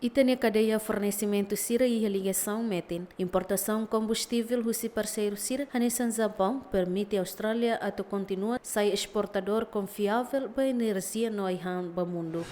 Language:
Tetum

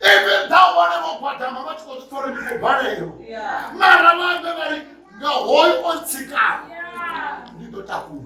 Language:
Venda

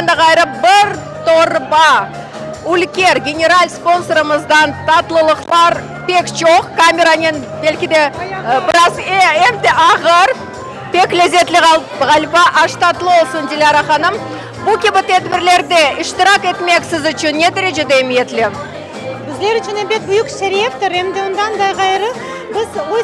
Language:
Crimean Tatar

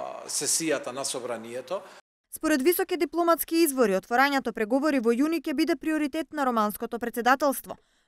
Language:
Macedonian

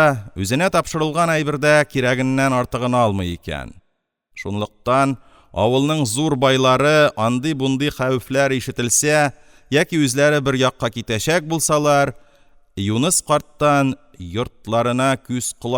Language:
Tatar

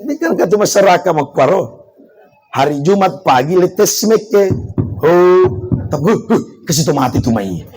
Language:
Buginese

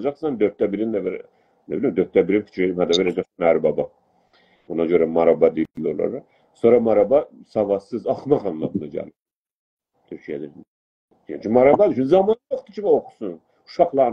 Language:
South Azerbaijani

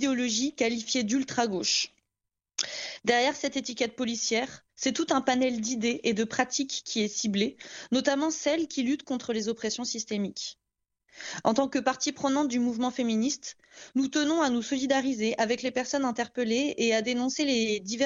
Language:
French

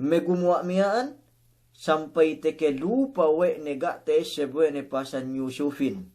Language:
Yakan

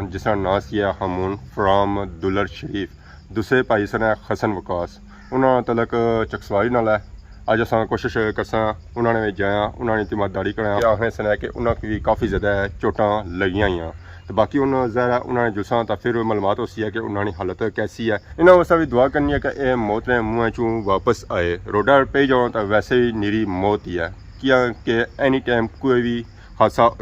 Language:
Pahari-Potwari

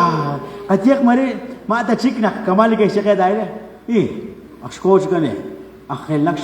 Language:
Kekchí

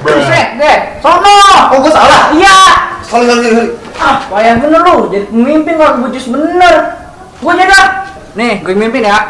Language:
Betawi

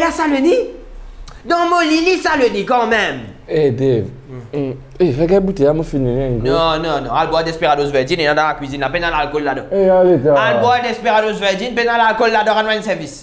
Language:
Morisyen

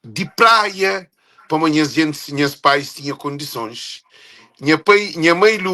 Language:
Kabuverdianu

